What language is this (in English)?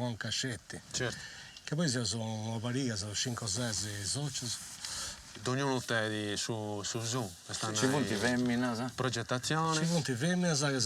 Sardinian